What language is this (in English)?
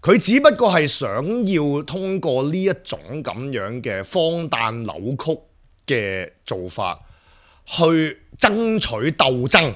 Cantonese